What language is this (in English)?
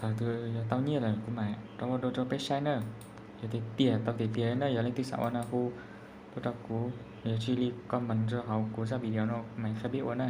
Hmong